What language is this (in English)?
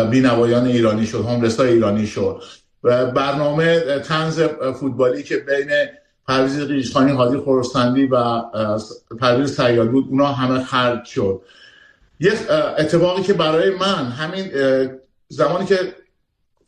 Persian